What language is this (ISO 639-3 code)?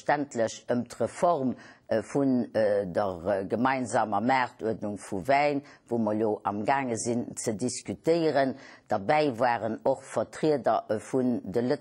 ltz